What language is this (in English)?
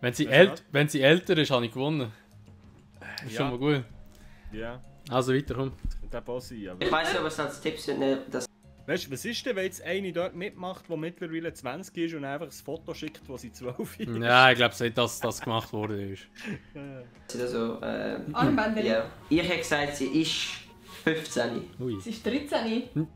Swiss German